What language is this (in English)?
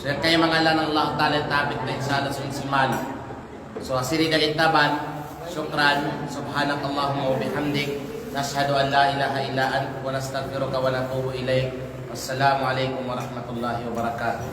Kalagan